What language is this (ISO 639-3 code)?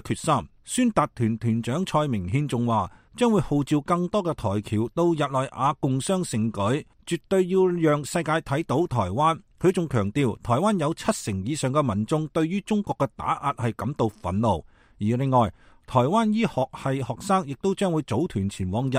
yue